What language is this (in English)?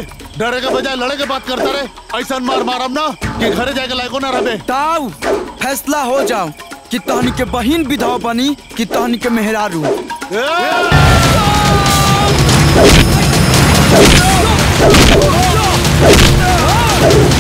Bhojpuri